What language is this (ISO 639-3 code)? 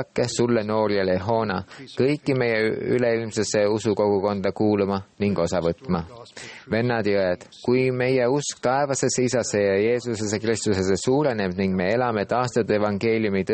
est